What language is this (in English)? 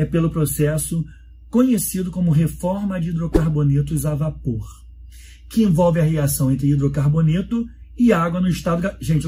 Portuguese